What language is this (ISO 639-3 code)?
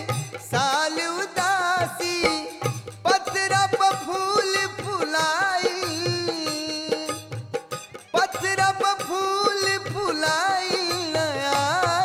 bho